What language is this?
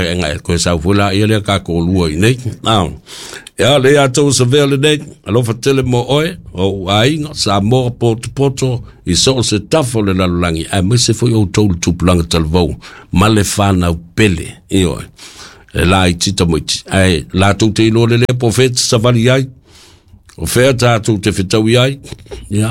Samoan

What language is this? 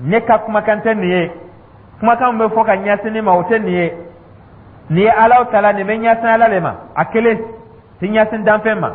Dyula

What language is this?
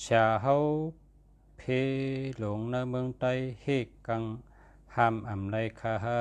Shan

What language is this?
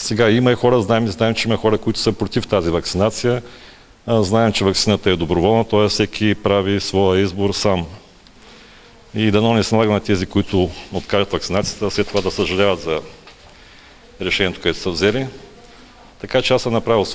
Bulgarian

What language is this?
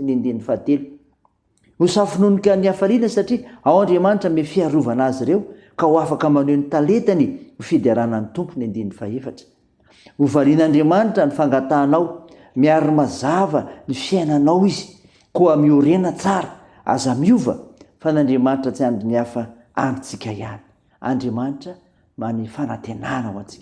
Malagasy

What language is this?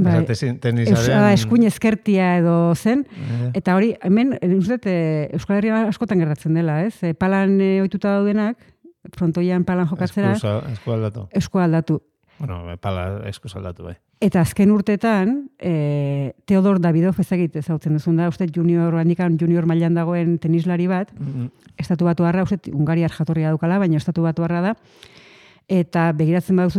Basque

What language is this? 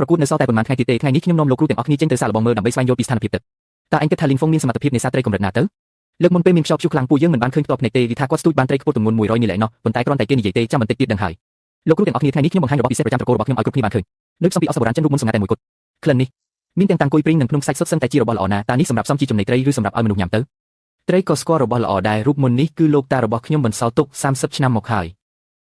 Khmer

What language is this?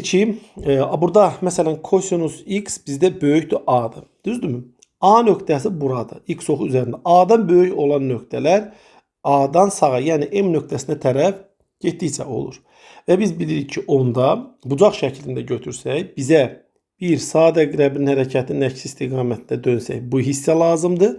Azerbaijani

